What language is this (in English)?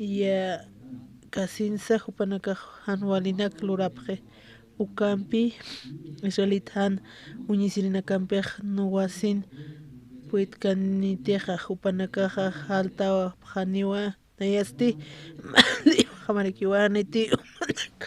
Aymara